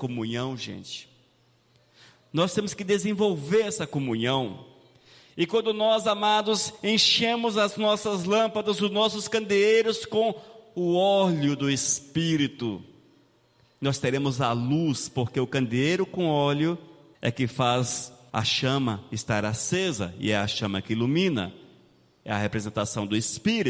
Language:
Portuguese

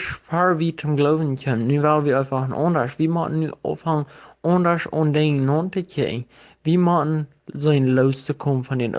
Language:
Plautdietsch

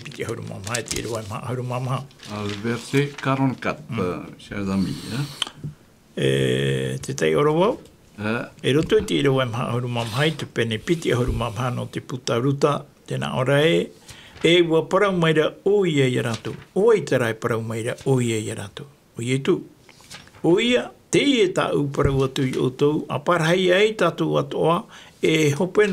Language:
Tahitian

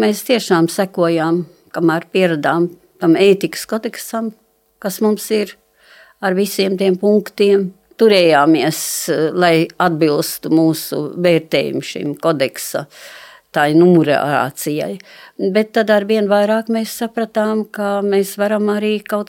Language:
Latvian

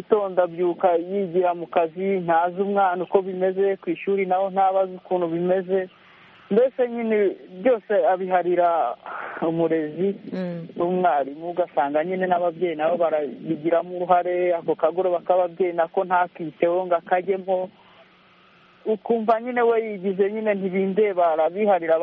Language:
Kinyarwanda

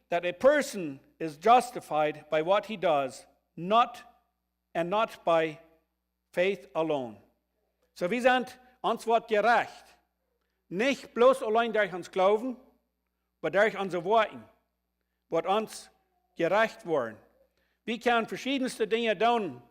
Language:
Plautdietsch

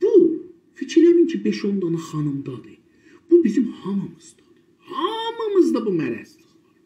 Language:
South Azerbaijani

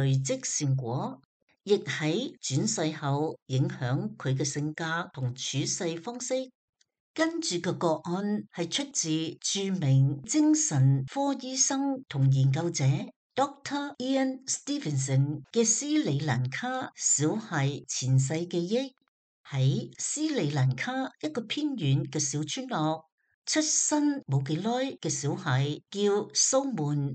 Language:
Cantonese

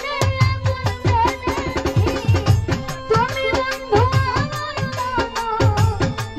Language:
Bangla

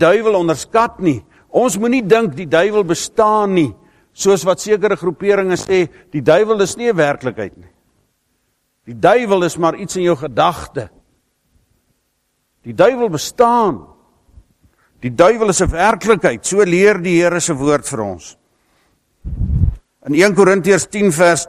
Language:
Afrikaans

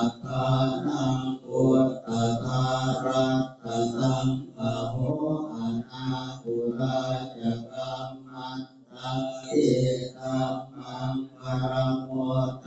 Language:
Pali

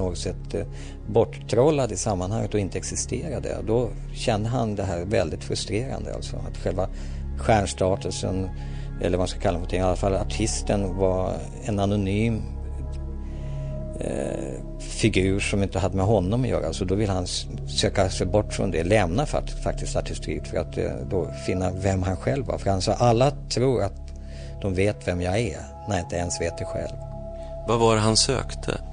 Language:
Swedish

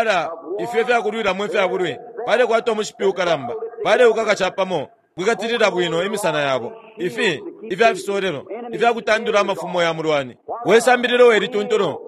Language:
Bemba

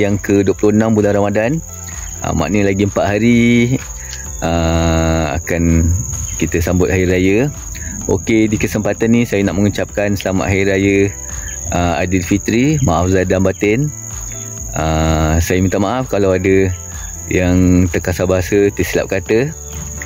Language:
Malay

